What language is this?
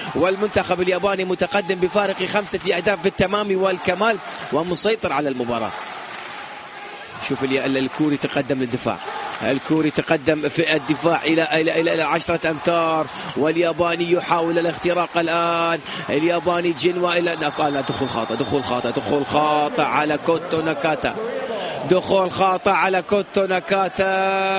Arabic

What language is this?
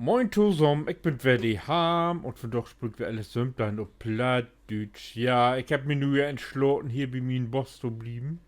Low German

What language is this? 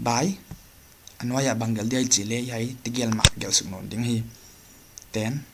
Paite Chin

